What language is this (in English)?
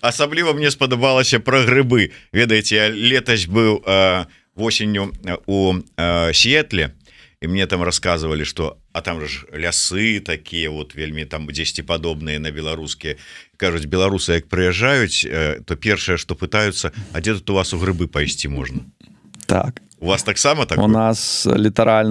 Belarusian